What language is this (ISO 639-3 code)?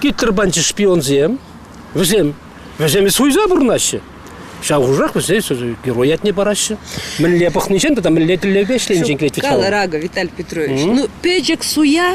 chv